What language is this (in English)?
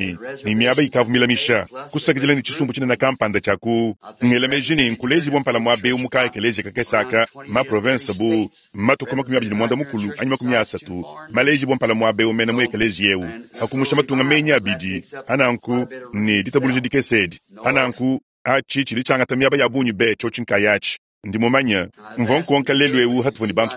Luba-Lulua